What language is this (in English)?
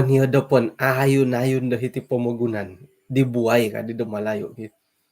Central Dusun